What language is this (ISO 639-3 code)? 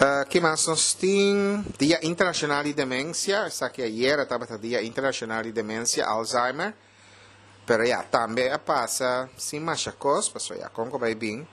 pap